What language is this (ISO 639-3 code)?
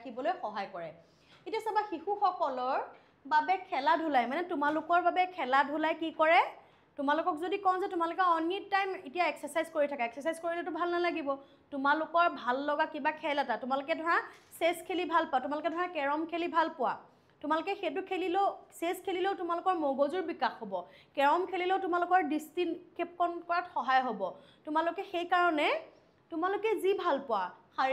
asm